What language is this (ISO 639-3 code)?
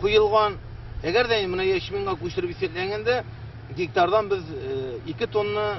tat